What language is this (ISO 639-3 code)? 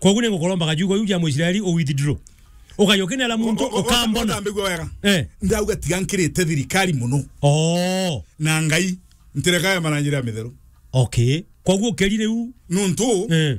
mer